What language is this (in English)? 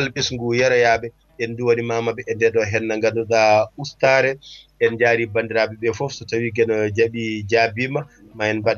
Fula